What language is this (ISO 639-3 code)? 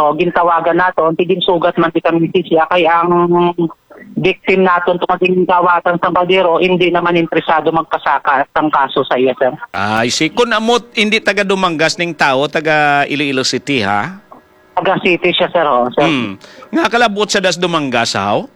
hil